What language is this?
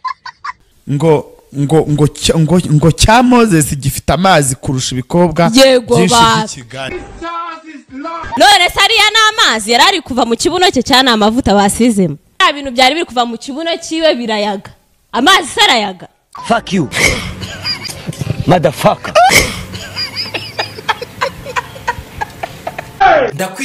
Kinyarwanda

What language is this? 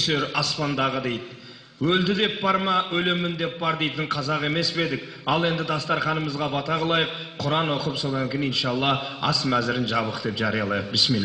Kazakh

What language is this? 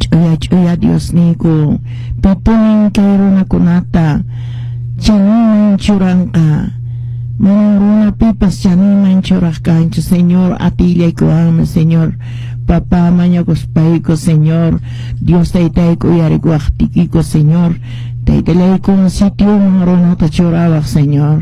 Quechua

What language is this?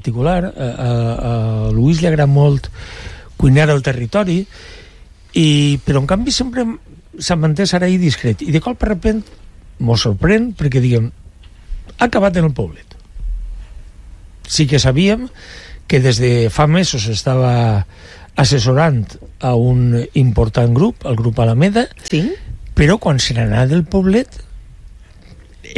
Catalan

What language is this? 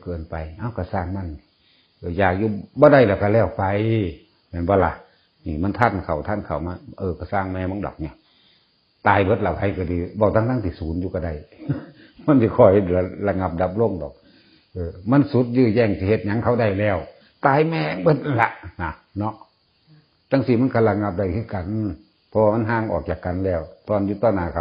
Northeastern Thai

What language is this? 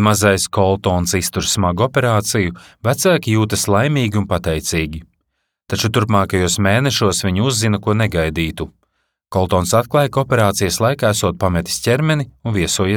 Latvian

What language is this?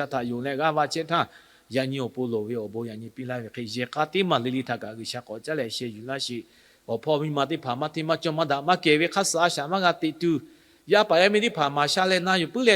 Lahu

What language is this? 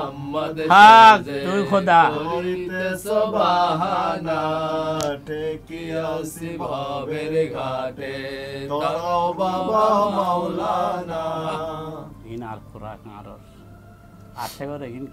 Bangla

